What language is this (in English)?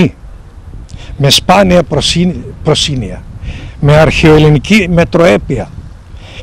Greek